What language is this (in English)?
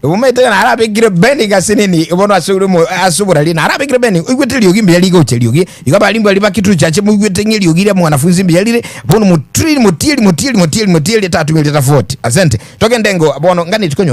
Gusii